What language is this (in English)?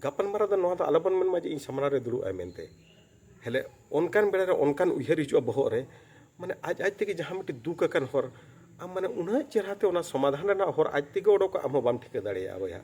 Santali